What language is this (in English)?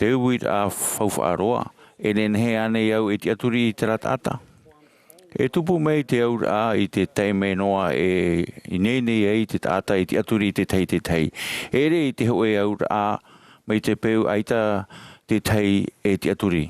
Tahitian